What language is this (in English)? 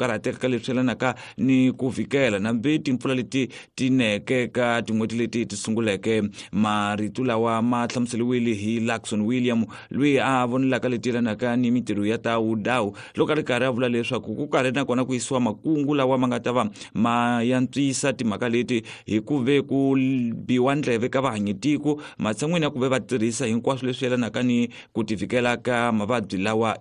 Tsonga